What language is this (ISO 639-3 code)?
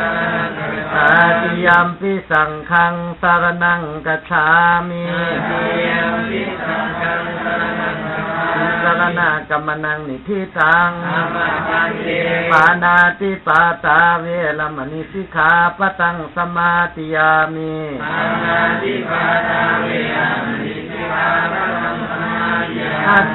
pli